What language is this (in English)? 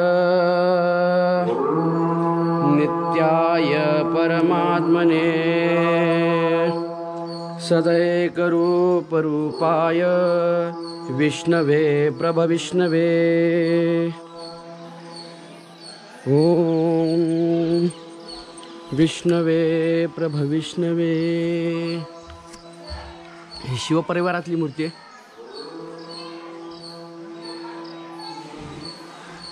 Marathi